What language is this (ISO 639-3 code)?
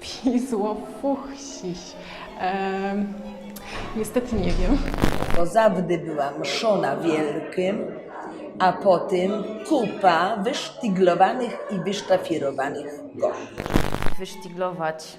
szl